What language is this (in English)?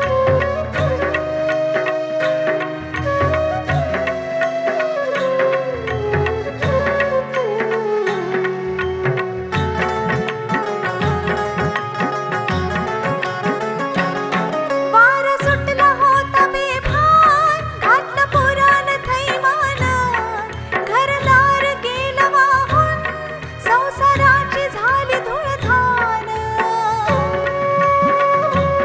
Marathi